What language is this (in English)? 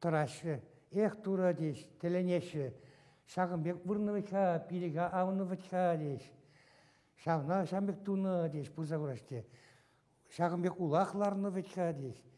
Chuvash